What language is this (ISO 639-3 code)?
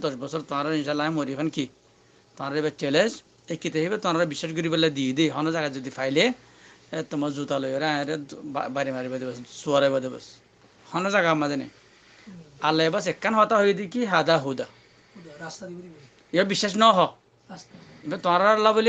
rhg